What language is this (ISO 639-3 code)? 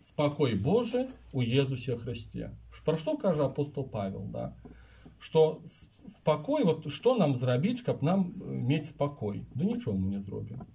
bel